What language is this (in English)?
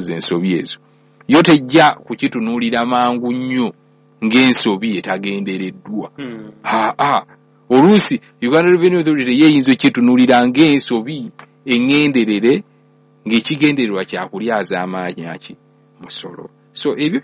Ganda